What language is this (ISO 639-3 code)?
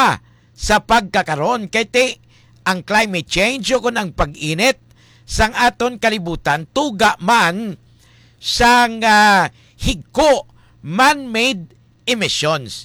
hil